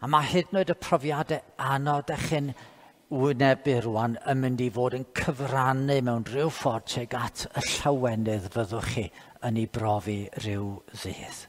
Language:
Welsh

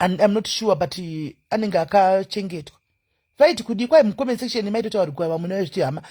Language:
Shona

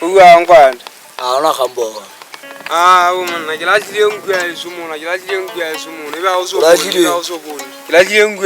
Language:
Southern Sotho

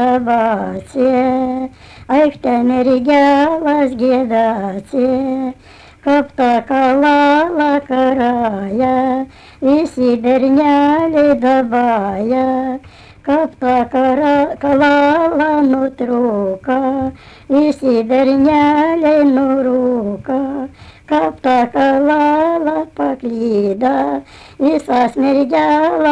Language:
Latvian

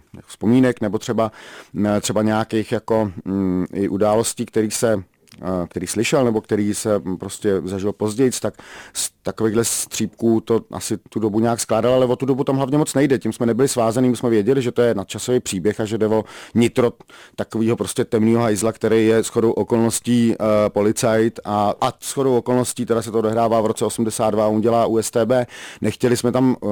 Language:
Czech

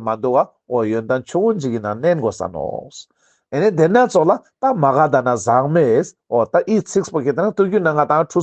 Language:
Ladakhi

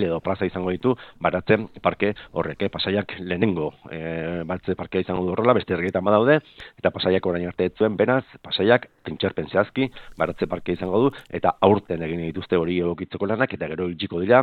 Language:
Basque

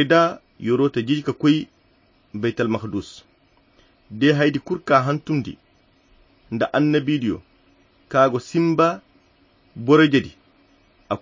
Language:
Koyra Chiini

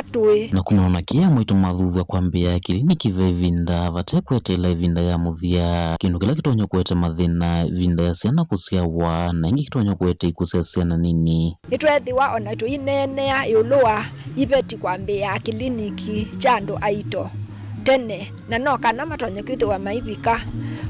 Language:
Kamba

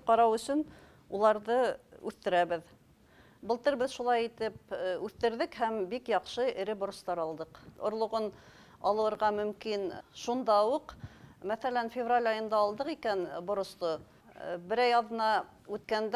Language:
Bashkir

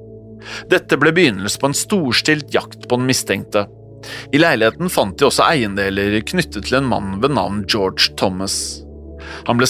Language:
Norwegian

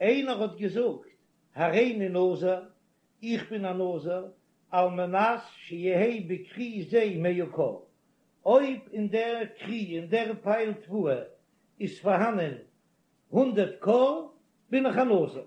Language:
Yiddish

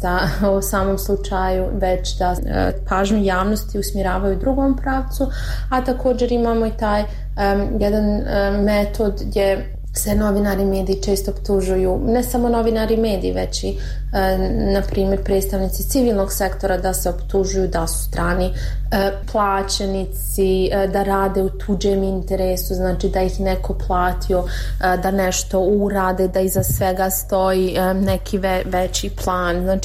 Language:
Bosnian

